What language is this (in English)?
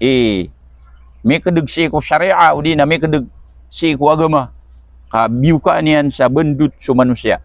Maranao